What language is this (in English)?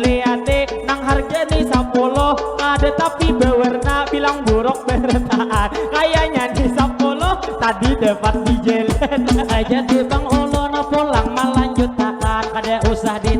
Banjar